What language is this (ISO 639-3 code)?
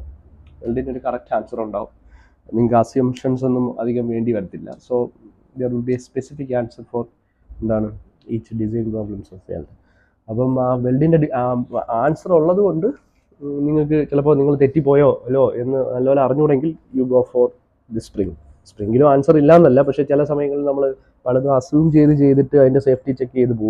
mal